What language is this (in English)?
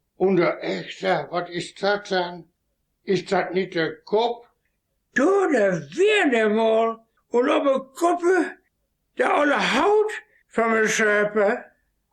Westphalien